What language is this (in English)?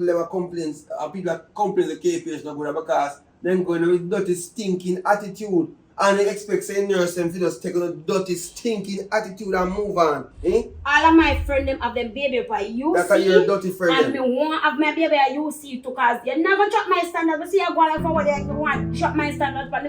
Jamaican Creole English